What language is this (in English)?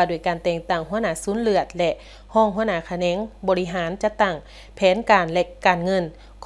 Lao